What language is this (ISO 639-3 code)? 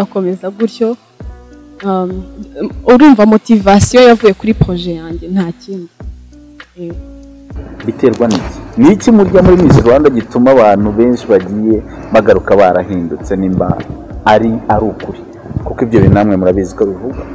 kin